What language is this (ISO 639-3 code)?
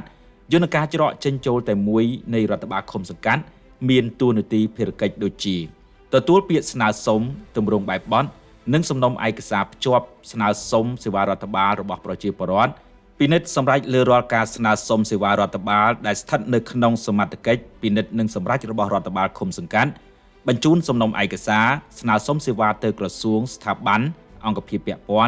khm